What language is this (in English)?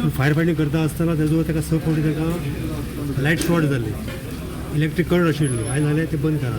Konkani